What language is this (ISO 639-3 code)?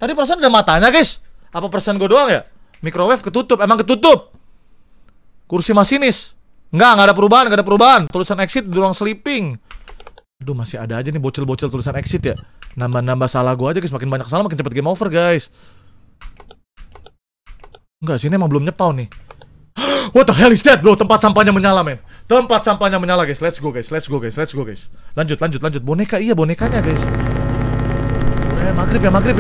ind